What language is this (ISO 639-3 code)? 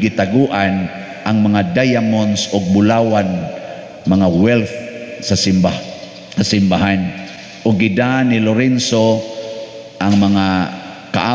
ceb